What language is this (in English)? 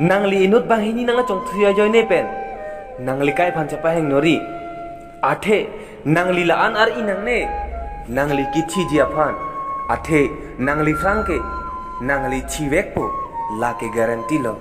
Karbi